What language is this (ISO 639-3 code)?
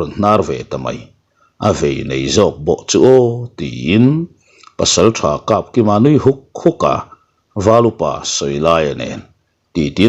lus